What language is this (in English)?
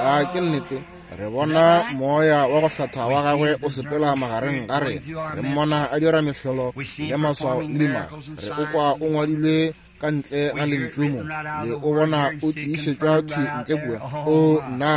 Northern Sotho